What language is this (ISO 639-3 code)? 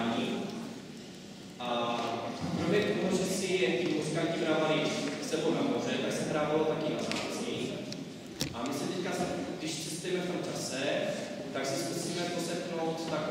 ces